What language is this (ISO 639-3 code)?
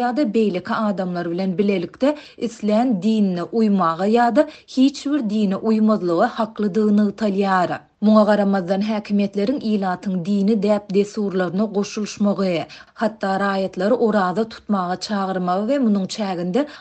tuk